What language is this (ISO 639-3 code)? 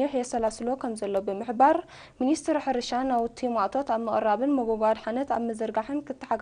tir